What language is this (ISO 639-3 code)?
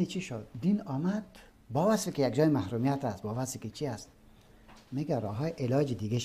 fas